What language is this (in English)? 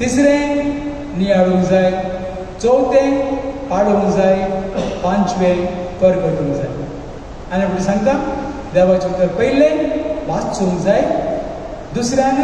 Konkani